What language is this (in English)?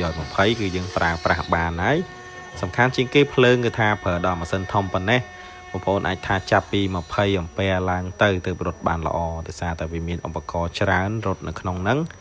Khmer